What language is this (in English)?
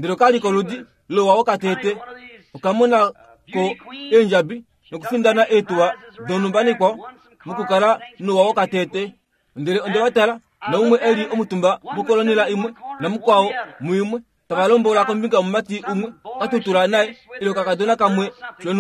Kuanyama